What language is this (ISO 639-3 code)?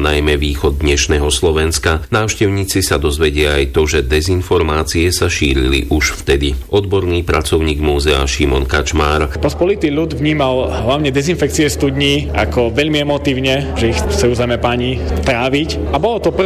slk